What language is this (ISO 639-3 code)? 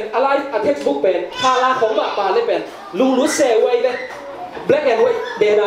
ctd